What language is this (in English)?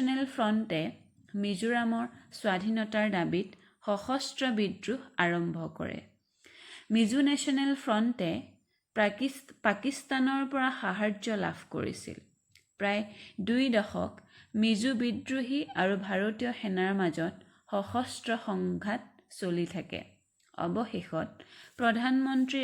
Assamese